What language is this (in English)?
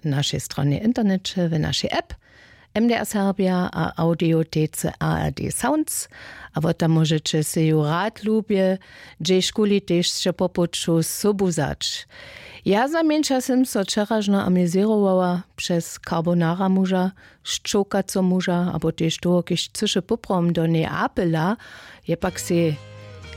Upper Sorbian